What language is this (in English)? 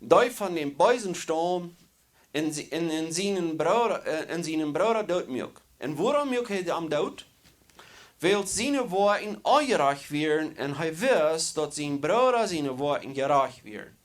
Plautdietsch